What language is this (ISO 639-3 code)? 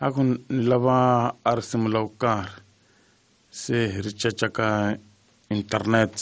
tso